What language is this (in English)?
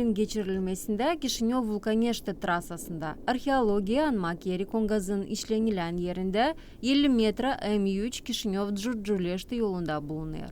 Gagauz